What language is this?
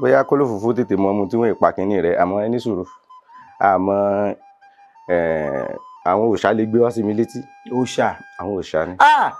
Yoruba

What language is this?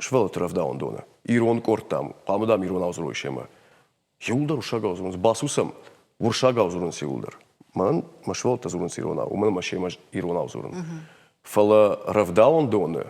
Ossetic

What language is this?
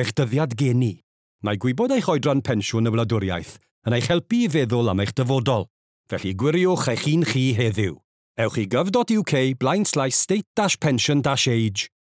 Welsh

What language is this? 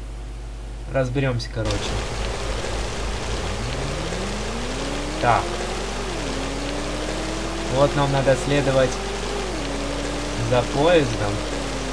Russian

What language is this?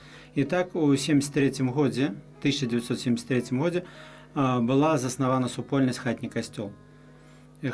Belarusian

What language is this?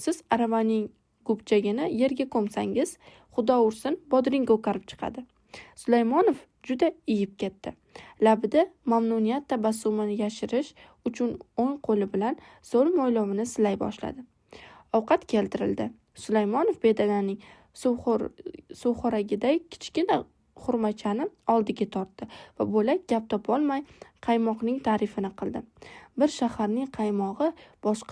Uzbek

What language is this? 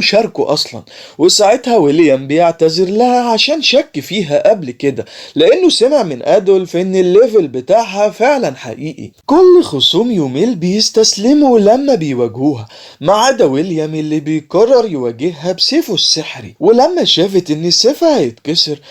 Egyptian Arabic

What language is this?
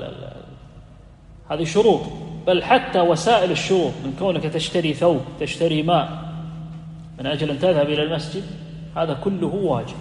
Arabic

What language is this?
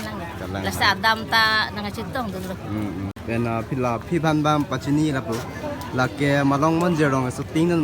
Karbi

